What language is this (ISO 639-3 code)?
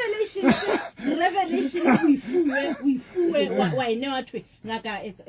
sot